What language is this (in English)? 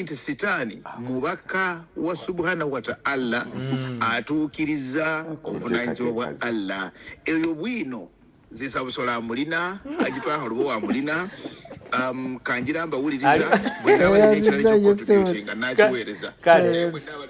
Ganda